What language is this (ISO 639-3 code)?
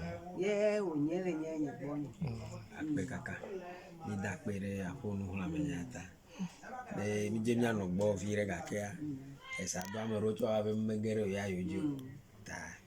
ewe